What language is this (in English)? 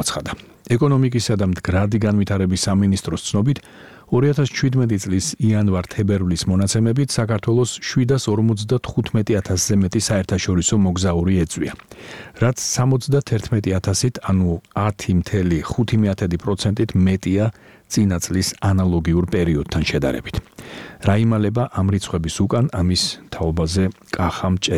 Georgian